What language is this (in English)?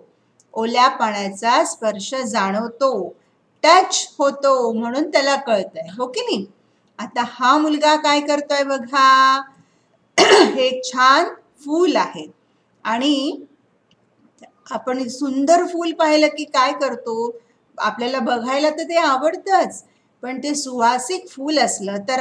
Marathi